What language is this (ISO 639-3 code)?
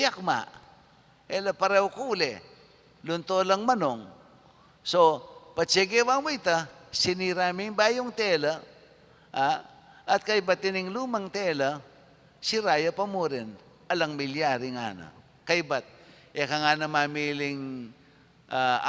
pam